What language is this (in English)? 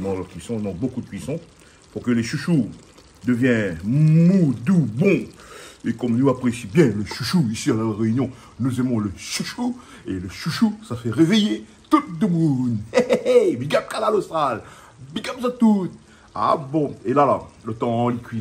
Réunion Creole French